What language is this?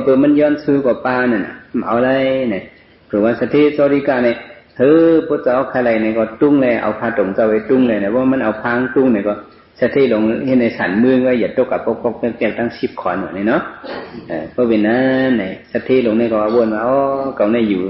Shan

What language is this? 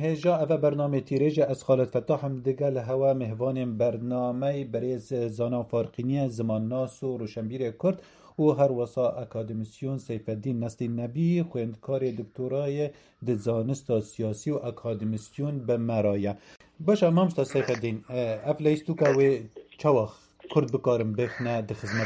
Kurdish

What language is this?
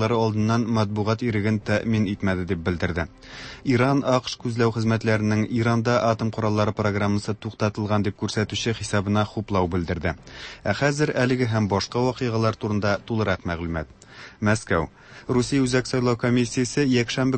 Tatar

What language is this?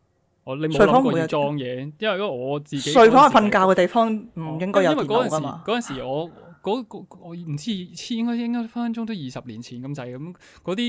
Cantonese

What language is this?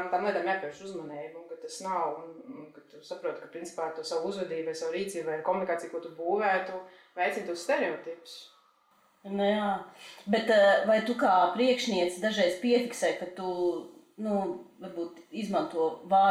Latvian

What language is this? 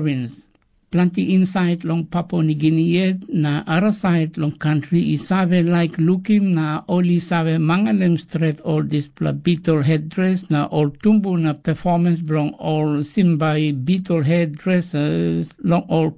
Tok Pisin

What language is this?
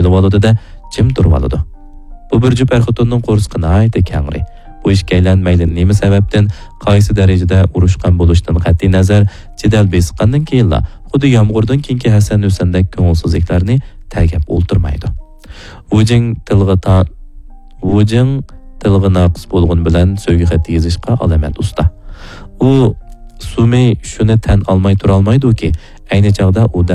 Uyghur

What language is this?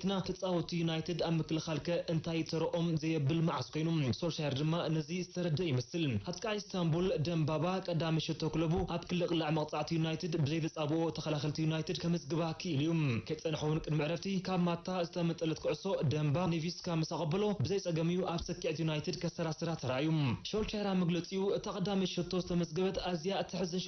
Tigrinya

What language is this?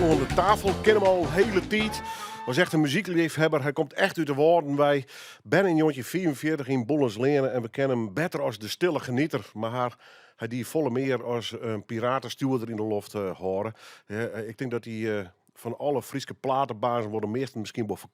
Western Frisian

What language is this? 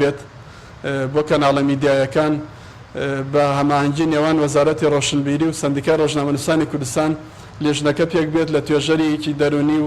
Central Kurdish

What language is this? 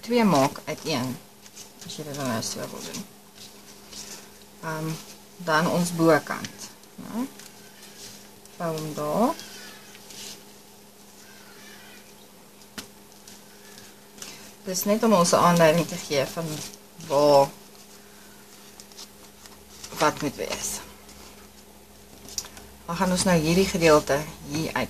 Afrikaans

